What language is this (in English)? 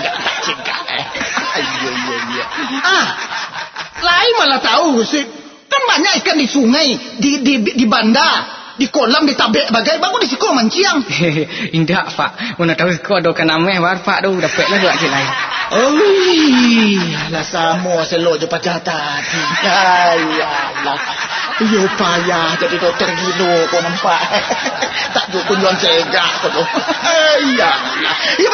Minangkabau